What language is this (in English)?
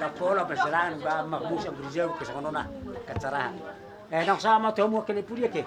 Batak Toba